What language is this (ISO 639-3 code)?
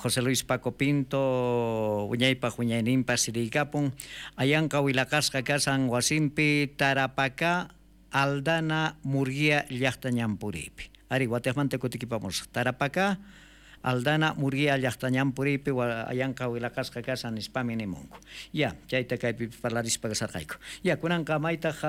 quh